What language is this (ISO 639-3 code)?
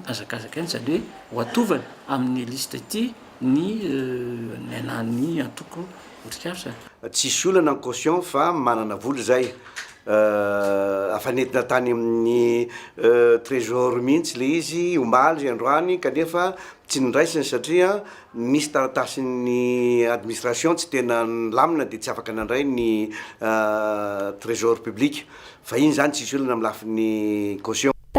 mlg